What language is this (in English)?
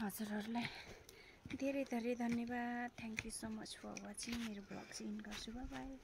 Nepali